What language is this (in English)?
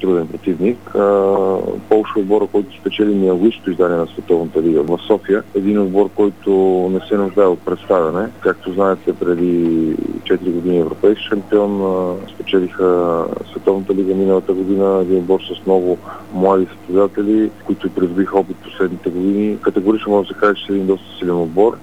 Bulgarian